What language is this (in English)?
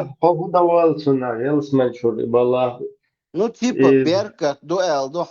Chechen